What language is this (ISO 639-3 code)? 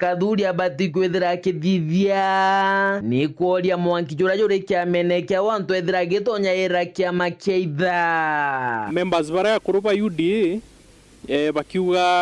mer